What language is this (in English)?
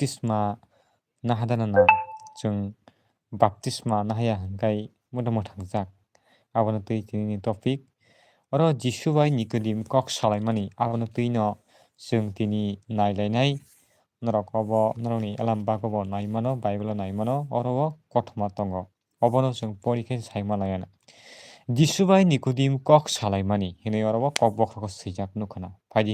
Kok Borok